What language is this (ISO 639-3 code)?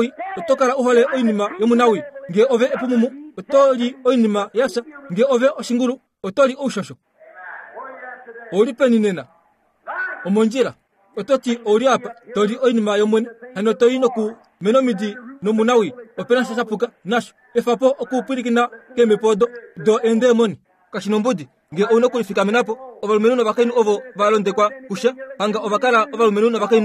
kua